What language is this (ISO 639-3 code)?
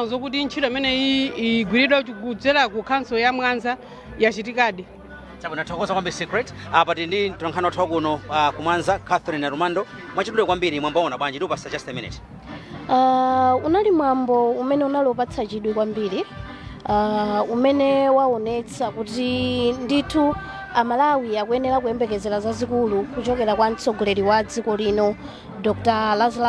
nya